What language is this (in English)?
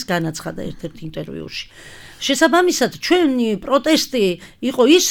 Georgian